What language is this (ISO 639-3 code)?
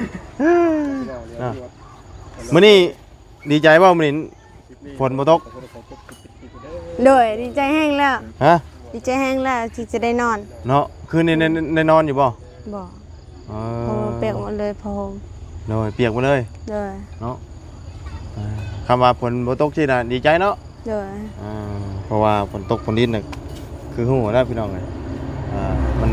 lao